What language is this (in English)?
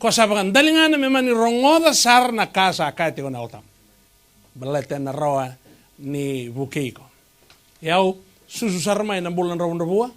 Fijian